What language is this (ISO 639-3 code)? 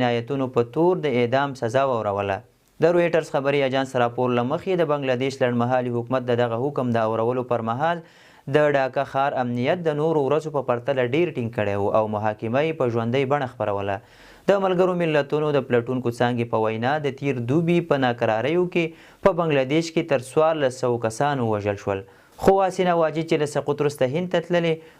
pus